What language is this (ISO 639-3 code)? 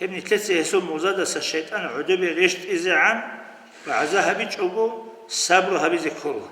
ava